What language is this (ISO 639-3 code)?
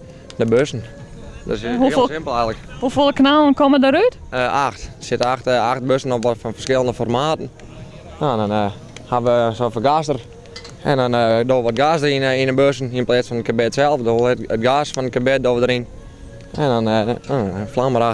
fry